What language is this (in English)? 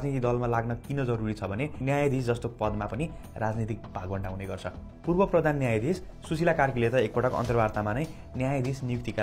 Nepali